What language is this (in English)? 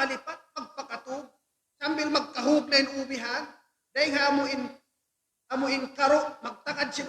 Tausug